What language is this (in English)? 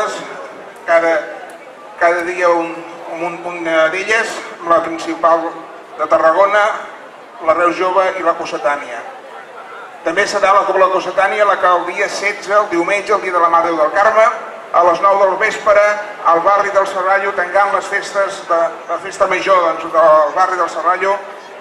Catalan